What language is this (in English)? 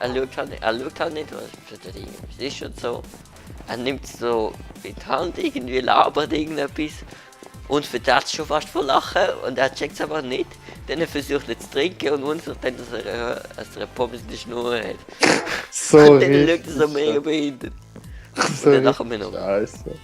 Swiss German